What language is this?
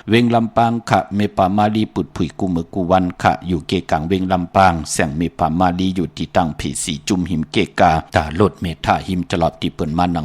Shan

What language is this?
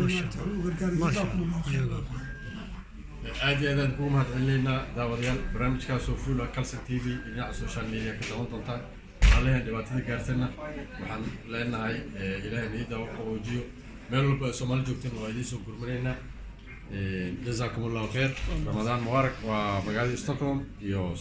Somali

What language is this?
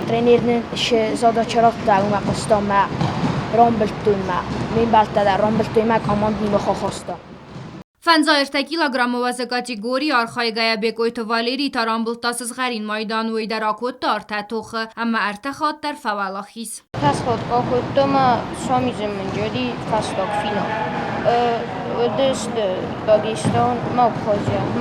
Ossetic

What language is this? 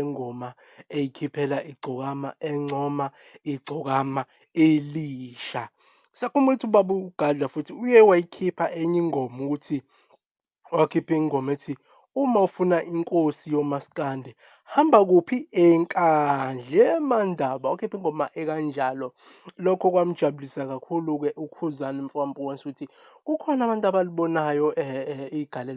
Zulu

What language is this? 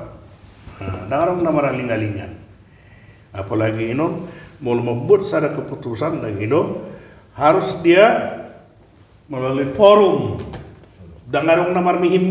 Batak Toba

